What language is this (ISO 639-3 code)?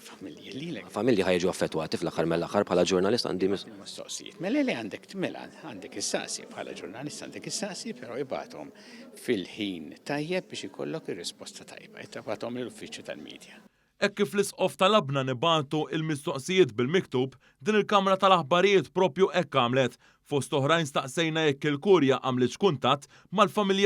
mlt